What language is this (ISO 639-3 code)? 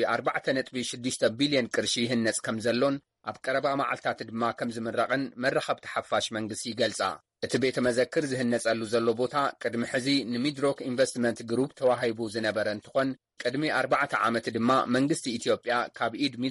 tir